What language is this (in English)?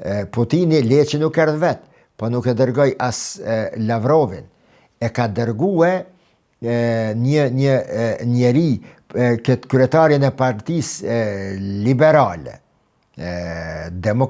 Albanian